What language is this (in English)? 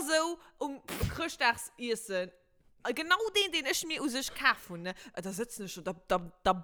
Luxembourgish